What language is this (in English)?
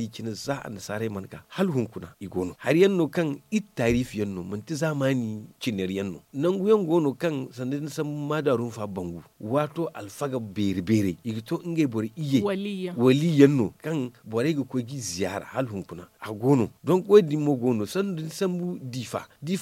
Zarma